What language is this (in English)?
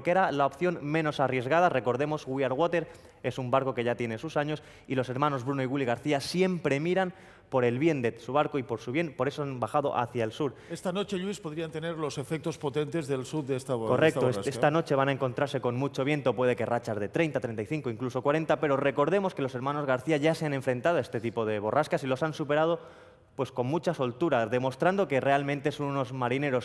Spanish